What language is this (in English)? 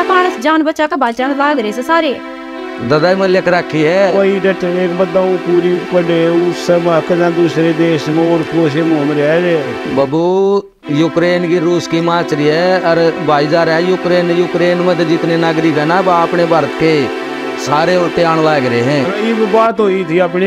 Haryanvi